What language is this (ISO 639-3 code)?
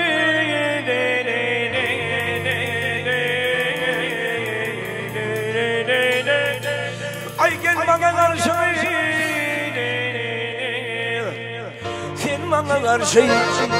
tur